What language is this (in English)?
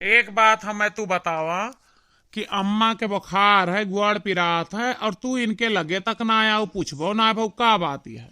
Awadhi